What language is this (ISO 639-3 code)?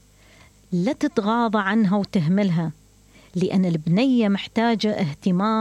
acm